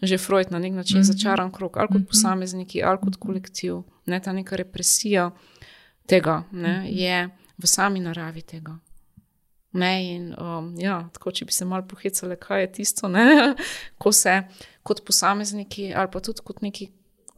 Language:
Slovenian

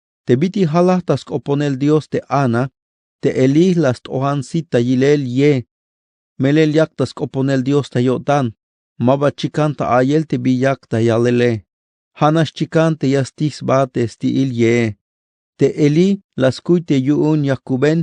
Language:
Tzeltal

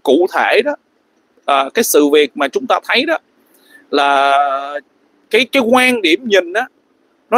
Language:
Vietnamese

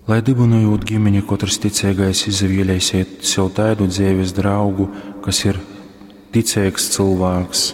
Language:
Latgalian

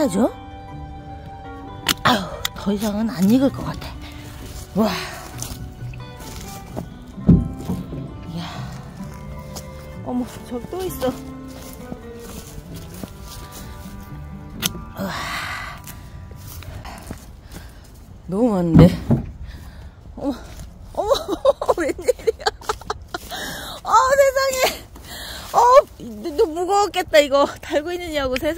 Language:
Korean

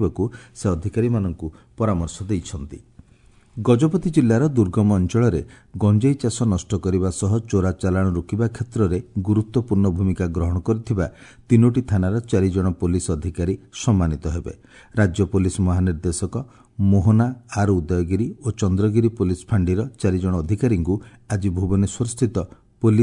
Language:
Odia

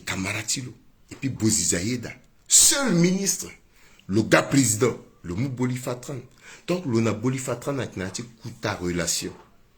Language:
Sango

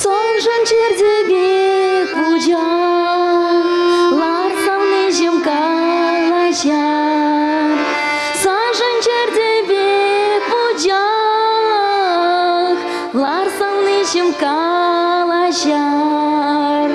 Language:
Chuvash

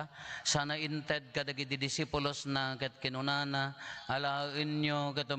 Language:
Iloko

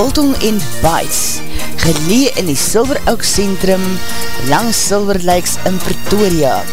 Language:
Afrikaans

